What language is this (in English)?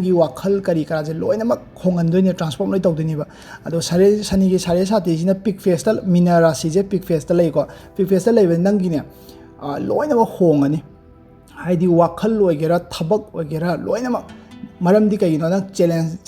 Manipuri